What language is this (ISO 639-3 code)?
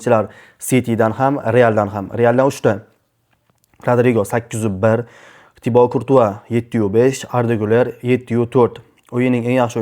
uzb